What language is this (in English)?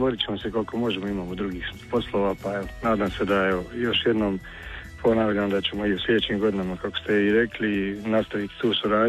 Croatian